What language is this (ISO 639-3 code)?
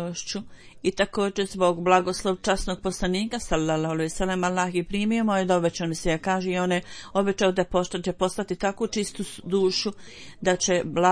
bos